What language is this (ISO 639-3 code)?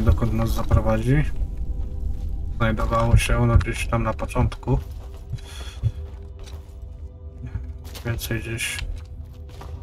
pol